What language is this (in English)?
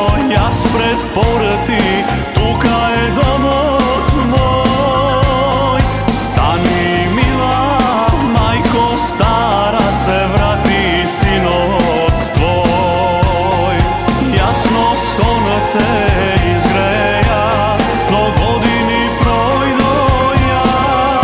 Macedonian